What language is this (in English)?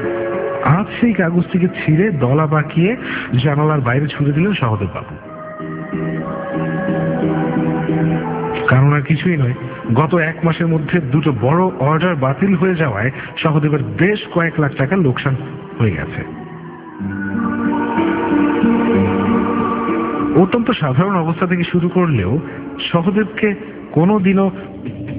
Bangla